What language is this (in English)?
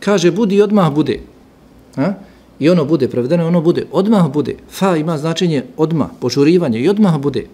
Bosnian